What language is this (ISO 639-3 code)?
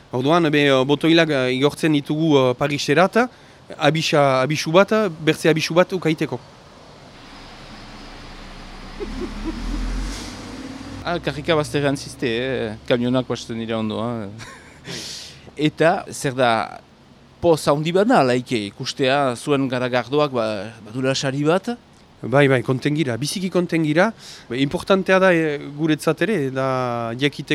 eus